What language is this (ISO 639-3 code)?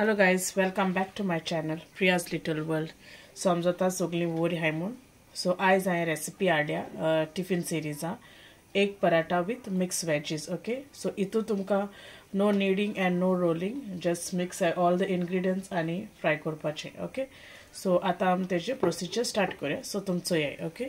kok